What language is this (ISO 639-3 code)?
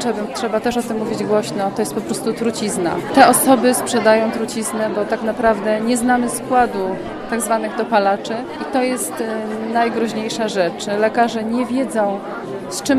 pol